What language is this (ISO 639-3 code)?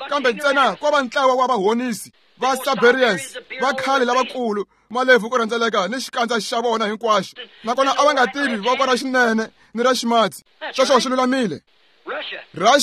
tso